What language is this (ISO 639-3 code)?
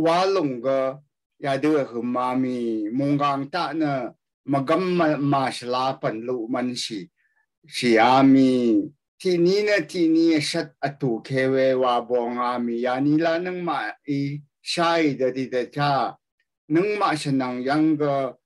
raw